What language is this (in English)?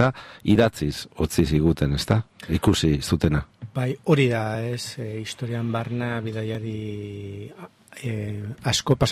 Basque